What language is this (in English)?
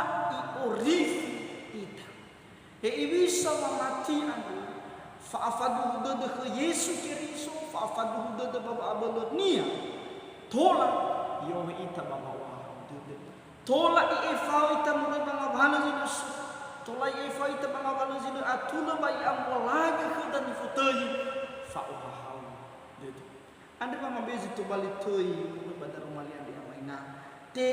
Nias